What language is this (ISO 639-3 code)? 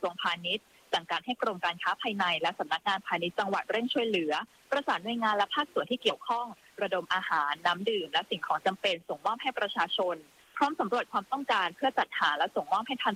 tha